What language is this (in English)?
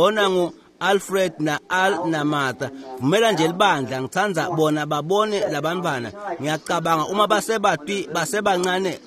Swati